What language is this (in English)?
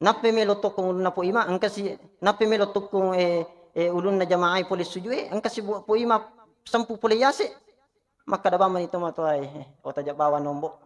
Buginese